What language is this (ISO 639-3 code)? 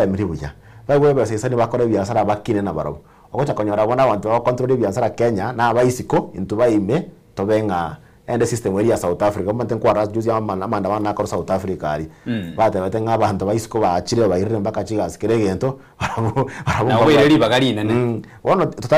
guz